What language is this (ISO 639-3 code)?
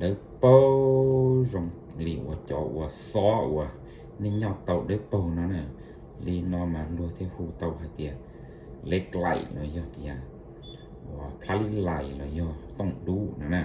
hmn